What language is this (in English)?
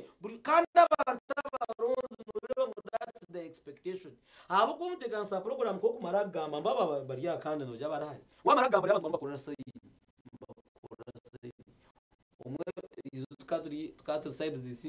Nyankole